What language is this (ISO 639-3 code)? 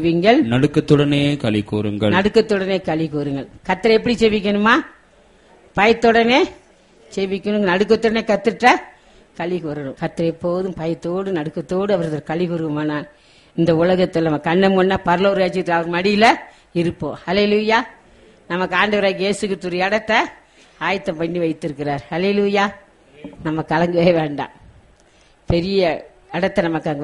tam